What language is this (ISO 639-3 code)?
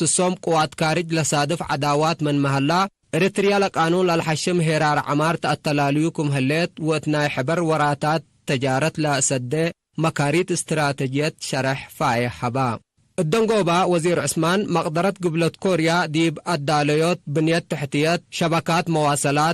tig